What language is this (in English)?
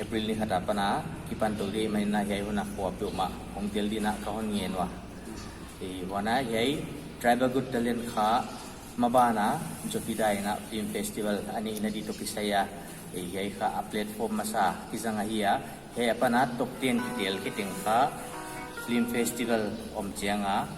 Paite Chin